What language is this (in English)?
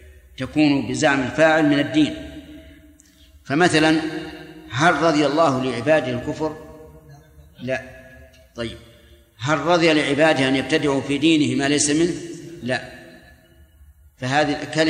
Arabic